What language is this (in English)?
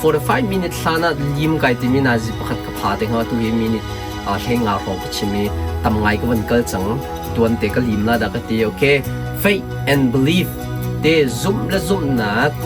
Hakha Chin